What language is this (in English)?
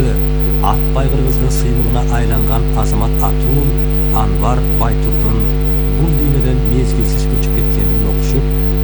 Kyrgyz